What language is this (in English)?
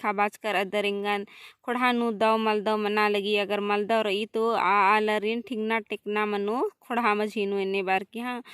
Kurukh